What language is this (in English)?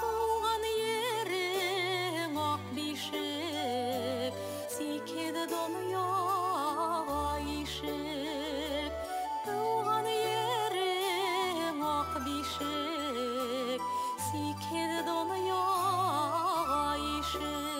Bashkir